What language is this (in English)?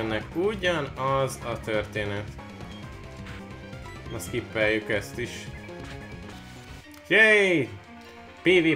Hungarian